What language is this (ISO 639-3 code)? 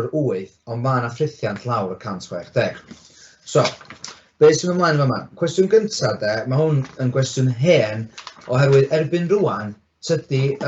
cym